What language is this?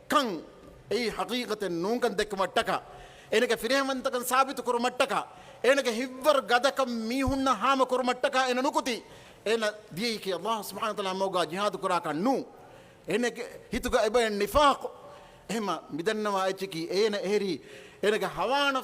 Divehi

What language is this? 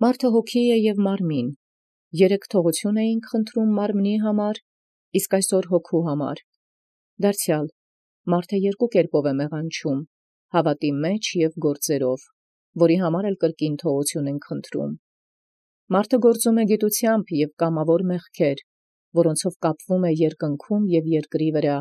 Armenian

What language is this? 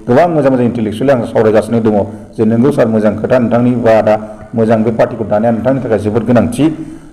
Bodo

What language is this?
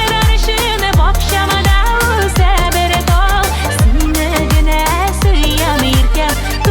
Tatar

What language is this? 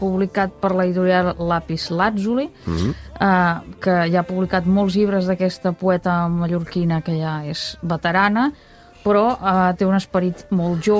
Catalan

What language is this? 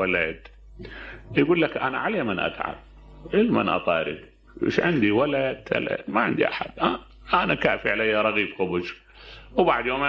Mesopotamian Arabic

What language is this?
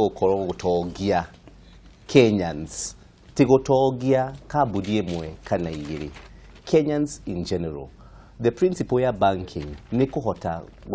Kikuyu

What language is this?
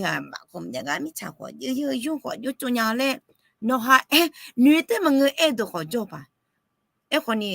Akha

